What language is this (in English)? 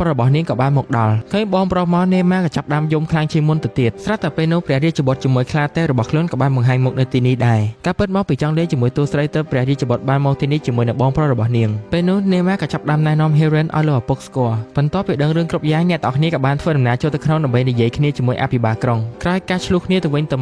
Khmer